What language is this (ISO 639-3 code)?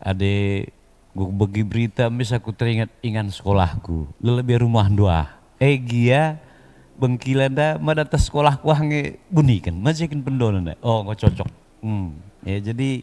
btx